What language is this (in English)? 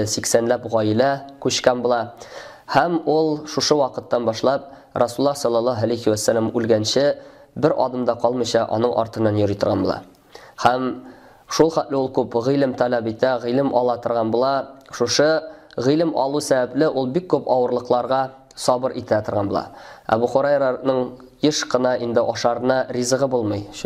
Tatar